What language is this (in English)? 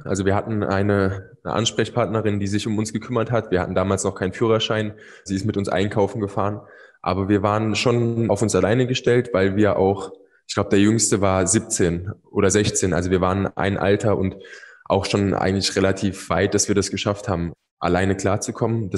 German